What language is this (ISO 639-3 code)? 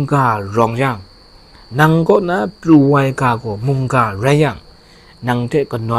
kac